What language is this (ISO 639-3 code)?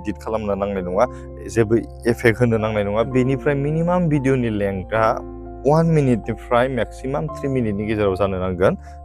brx